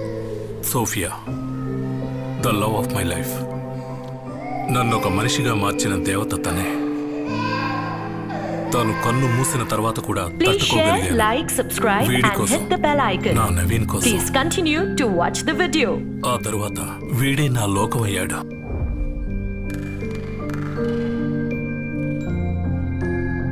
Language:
Telugu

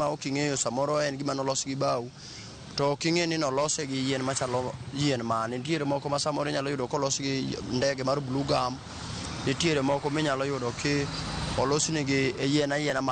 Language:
Luo (Kenya and Tanzania)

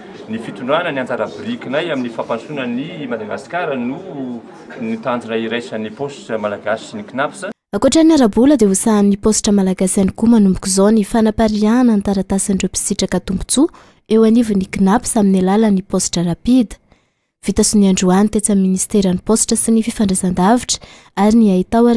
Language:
Malagasy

